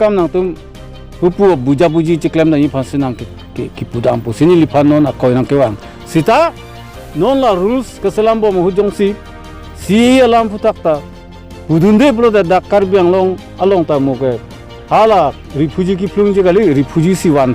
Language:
Karbi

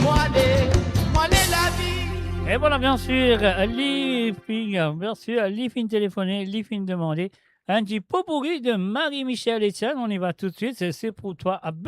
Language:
Morisyen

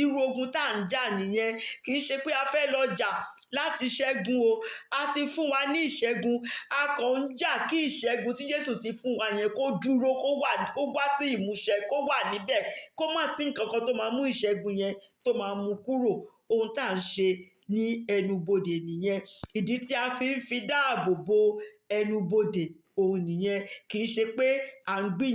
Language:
Yoruba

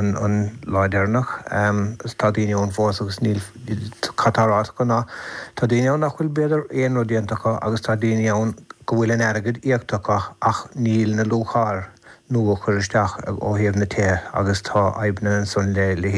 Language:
Irish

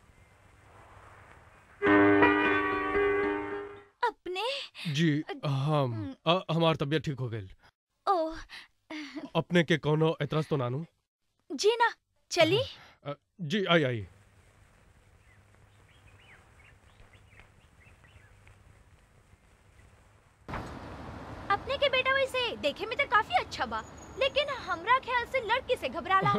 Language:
Bhojpuri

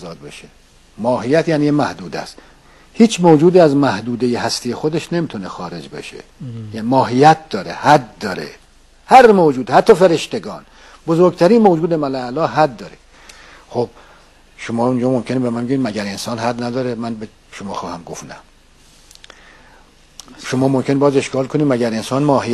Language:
Persian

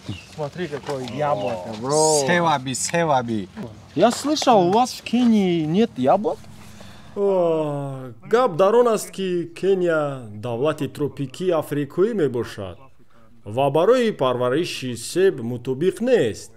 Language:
Tajik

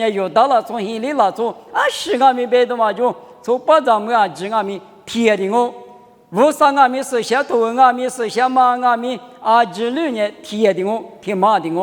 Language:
Lisu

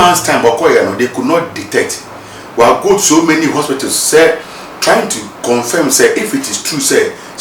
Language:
Akan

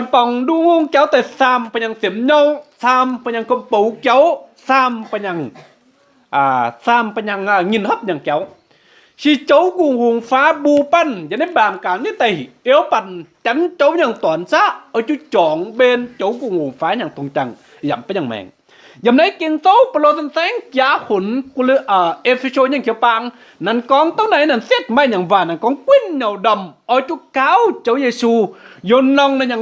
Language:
Kim Mun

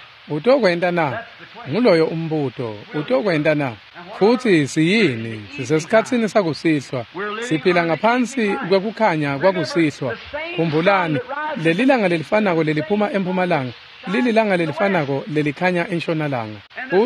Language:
Swati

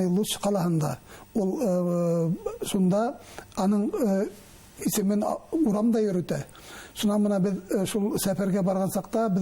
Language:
Bashkir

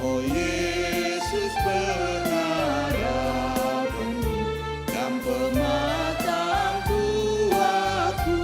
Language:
Batak Karo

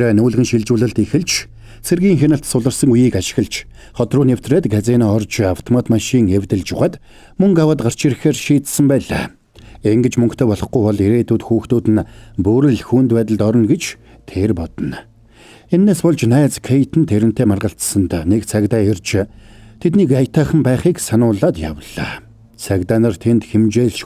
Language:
Mongolian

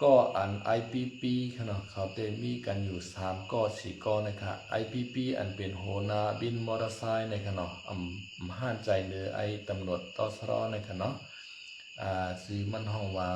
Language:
Shan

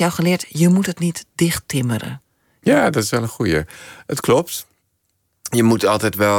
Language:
Dutch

